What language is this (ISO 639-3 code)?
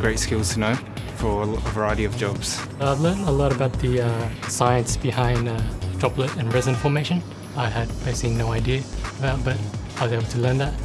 eng